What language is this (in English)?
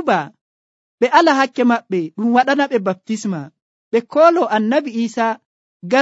Nigerian Fulfulde